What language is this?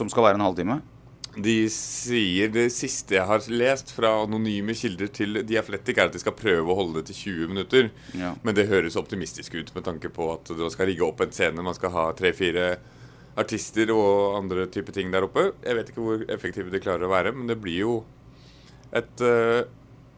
Norwegian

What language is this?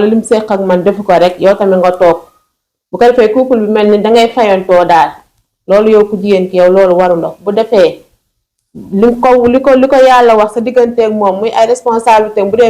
Wolof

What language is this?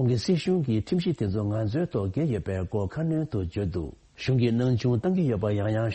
Tibetan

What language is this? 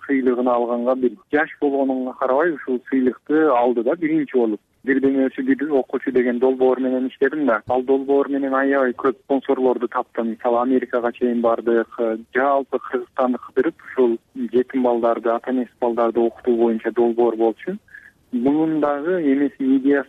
Kyrgyz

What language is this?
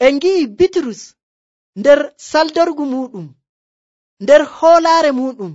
Nigerian Fulfulde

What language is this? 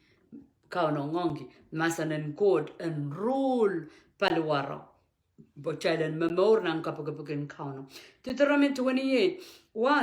Pohnpeian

